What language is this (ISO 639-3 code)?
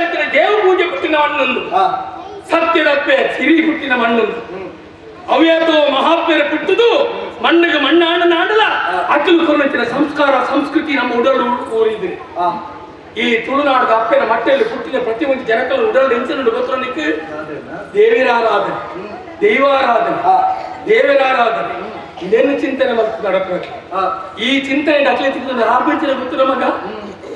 tcy